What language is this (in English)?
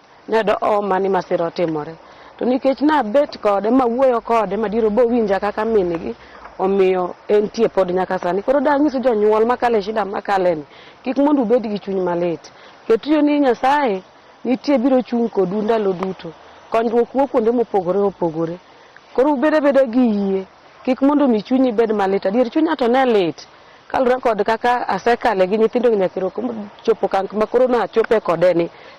Luo (Kenya and Tanzania)